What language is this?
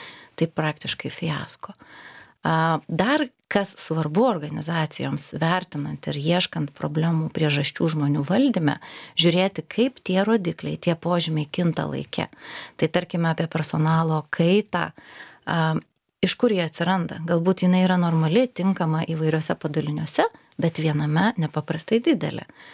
Lithuanian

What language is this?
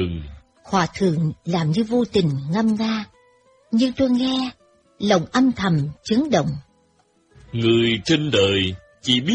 Vietnamese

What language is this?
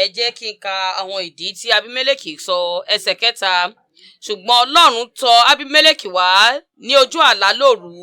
Yoruba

